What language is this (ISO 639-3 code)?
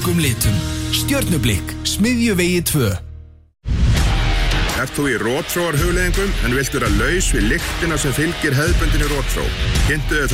isl